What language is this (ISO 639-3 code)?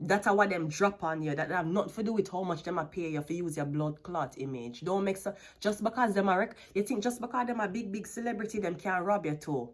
jam